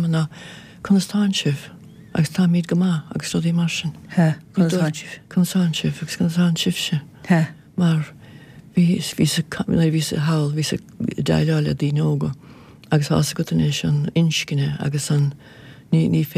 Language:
Irish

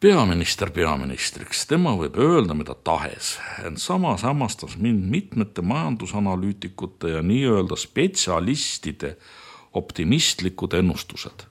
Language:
Estonian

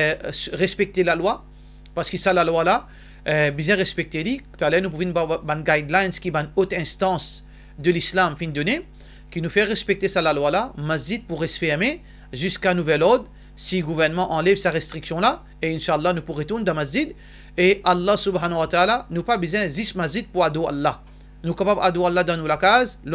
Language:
Morisyen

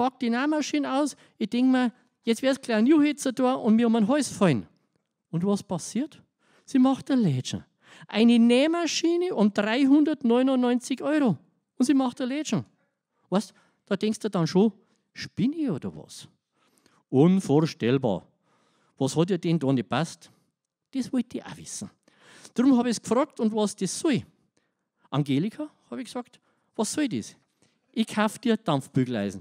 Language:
Bavarian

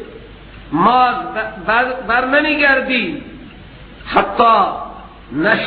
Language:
Persian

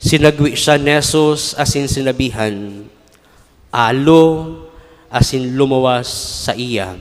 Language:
Bikol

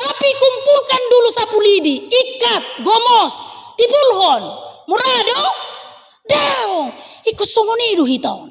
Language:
Batak Toba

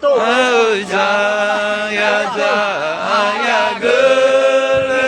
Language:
Nias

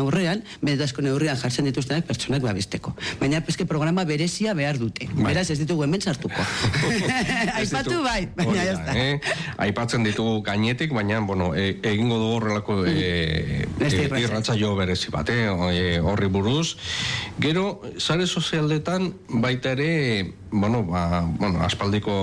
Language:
Basque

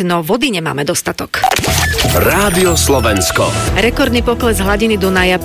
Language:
Slovak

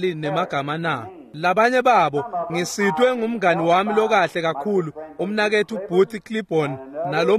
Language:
Swati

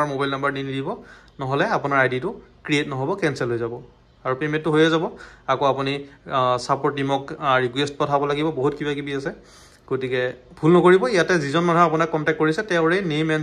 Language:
Assamese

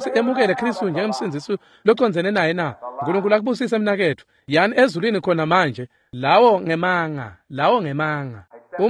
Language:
Swati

